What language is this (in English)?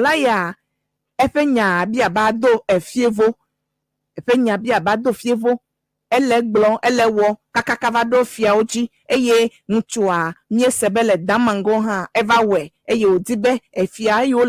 Ewe